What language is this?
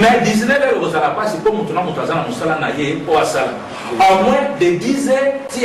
Lingala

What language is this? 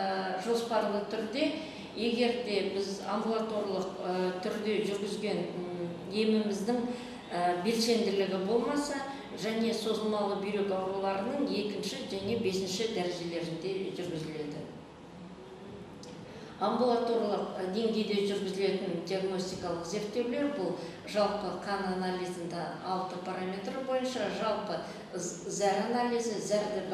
Kazakh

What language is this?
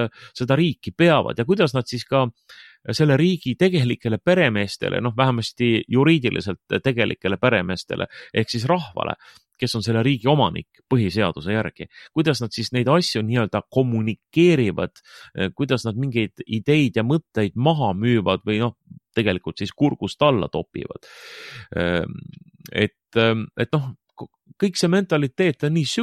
Estonian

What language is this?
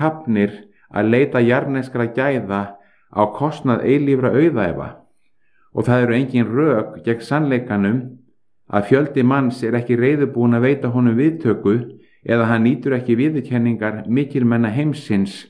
Icelandic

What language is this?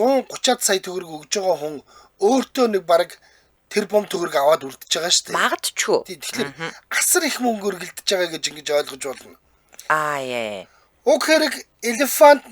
Mongolian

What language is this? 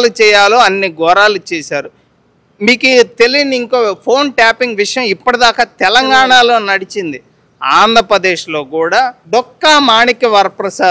Telugu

